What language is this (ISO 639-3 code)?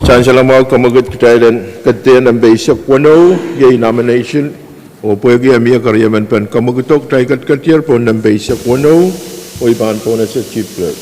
pon